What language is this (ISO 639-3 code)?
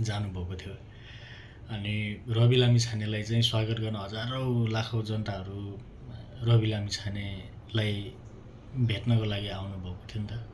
nep